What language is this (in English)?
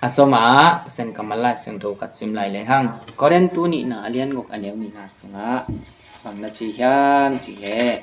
Tedim Chin